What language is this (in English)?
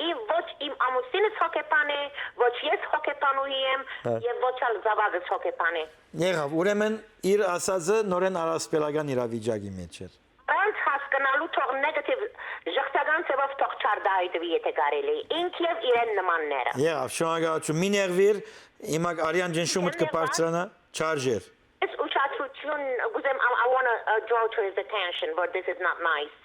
Western Armenian